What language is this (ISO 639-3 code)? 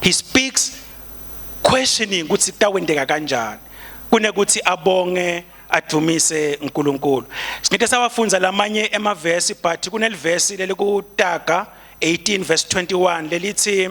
ssw